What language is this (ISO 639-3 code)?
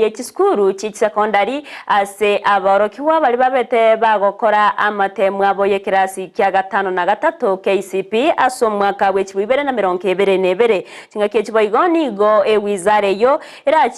guz